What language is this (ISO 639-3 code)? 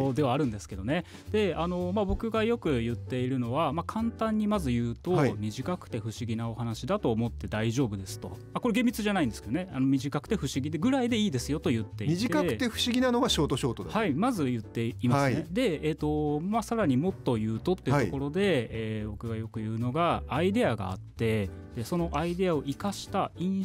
jpn